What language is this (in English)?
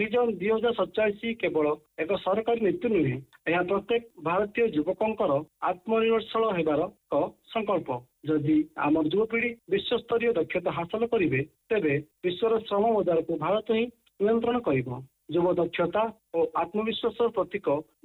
Odia